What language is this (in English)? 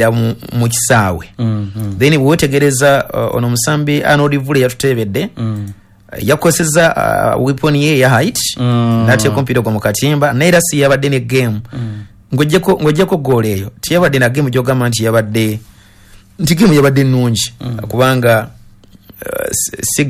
Ganda